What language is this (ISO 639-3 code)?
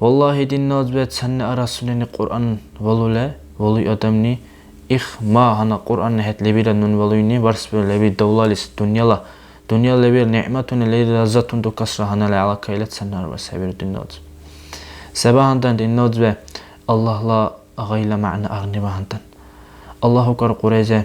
dar